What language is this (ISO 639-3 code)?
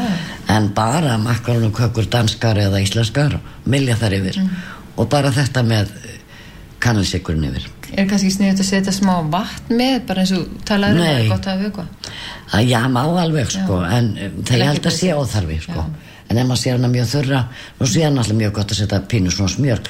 isl